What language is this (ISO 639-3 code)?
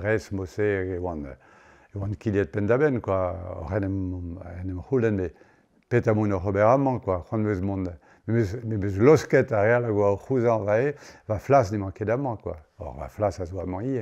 bre